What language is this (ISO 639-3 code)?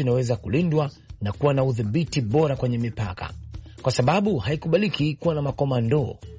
swa